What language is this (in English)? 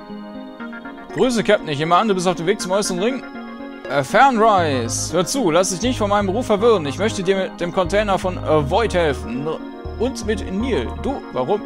German